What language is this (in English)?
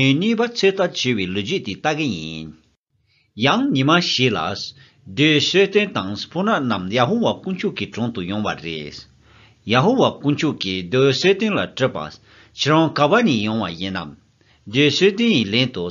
Tibetan